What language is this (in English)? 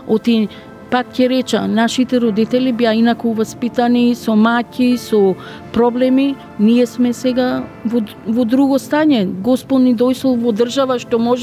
Macedonian